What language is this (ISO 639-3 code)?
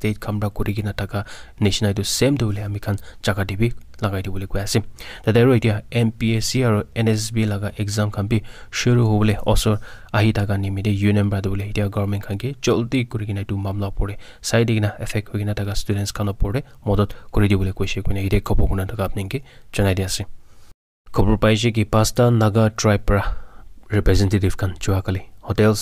nag